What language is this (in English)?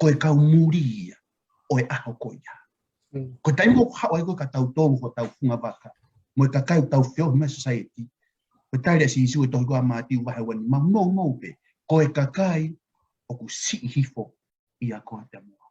Tongan